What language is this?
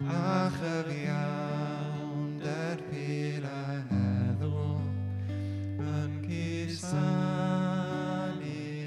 Welsh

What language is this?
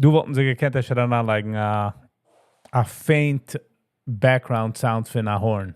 Yiddish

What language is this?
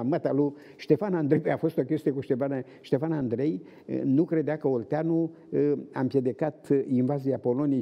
Romanian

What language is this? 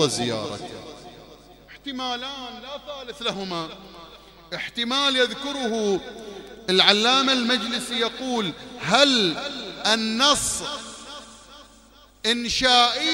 Arabic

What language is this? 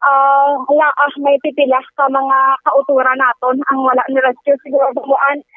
Hiligaynon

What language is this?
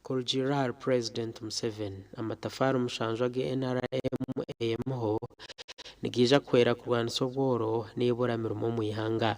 Nyankole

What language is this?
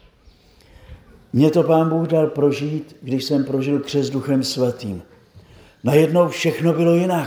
Czech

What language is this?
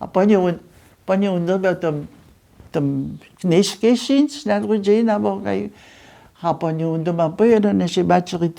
Upper Sorbian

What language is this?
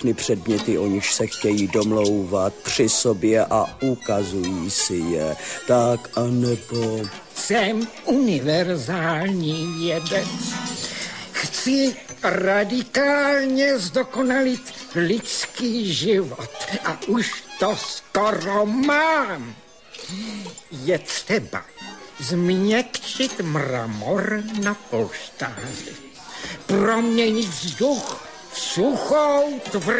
Czech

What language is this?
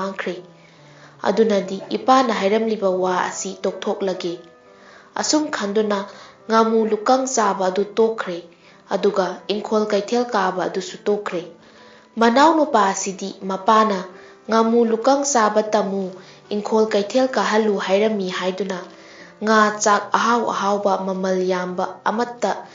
Manipuri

